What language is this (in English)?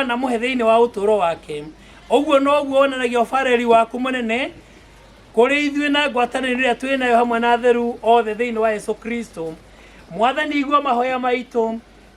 Kikuyu